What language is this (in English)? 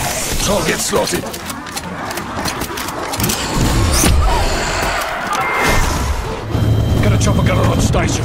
English